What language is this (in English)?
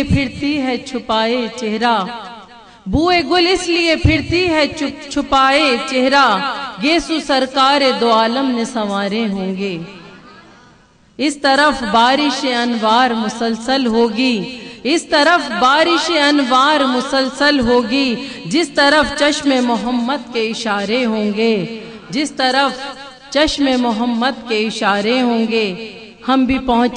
Urdu